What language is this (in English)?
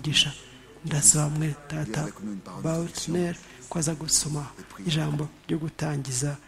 Kinyarwanda